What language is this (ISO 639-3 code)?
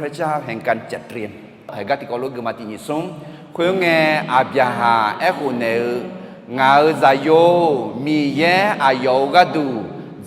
ahk